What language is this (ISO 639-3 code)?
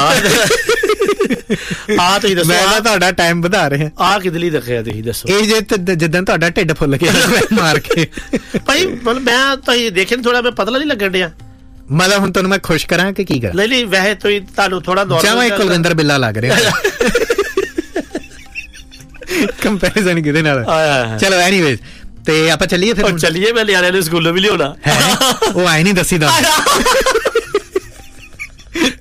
pan